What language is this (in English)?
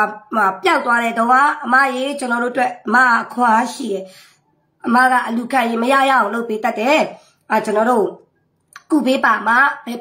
Burmese